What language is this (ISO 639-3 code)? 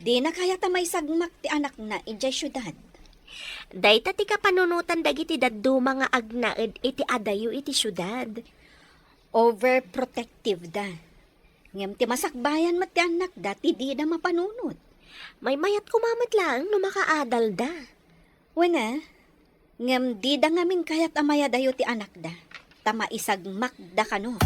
ilo